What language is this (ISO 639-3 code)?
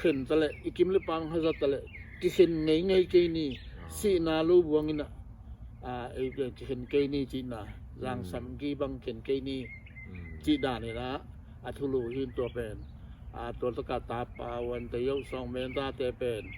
ctd